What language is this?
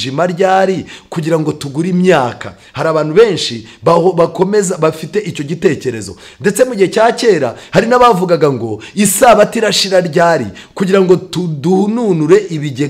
Kinyarwanda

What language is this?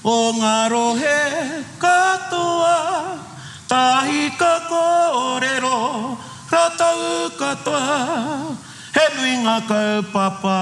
Māori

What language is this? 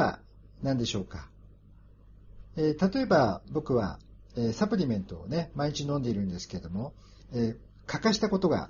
Japanese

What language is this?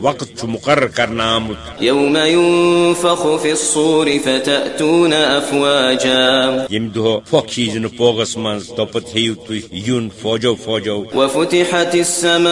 Kashmiri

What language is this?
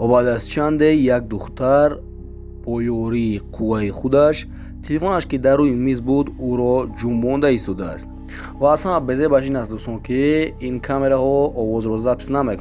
Tajik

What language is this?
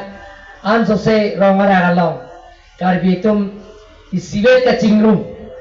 Karbi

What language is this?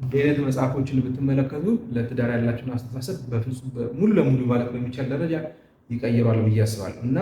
Amharic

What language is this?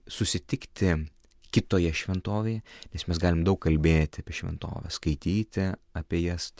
Lithuanian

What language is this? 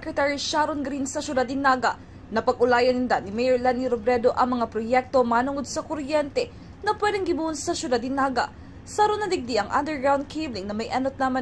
Bikol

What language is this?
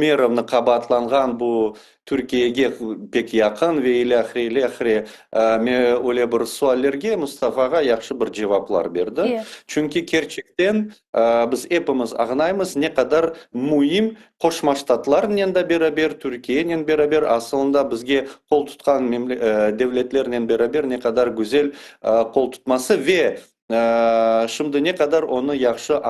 Crimean Tatar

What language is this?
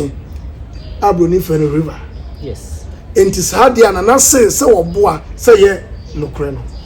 Akan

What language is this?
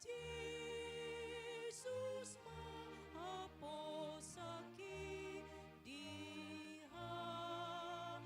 Batak Toba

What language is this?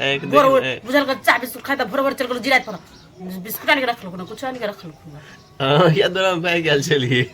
Maithili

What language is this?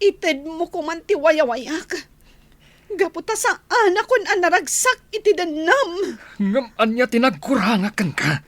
Iloko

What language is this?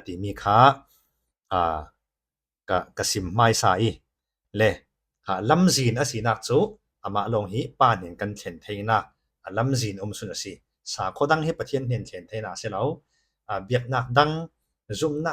Falam Chin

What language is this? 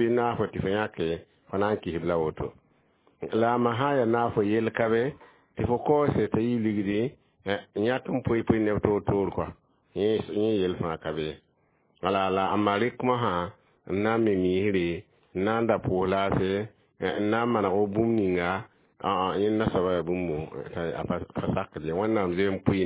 Mossi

